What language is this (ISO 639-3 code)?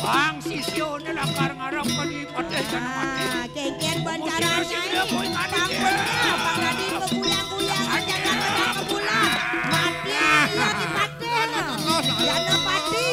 ban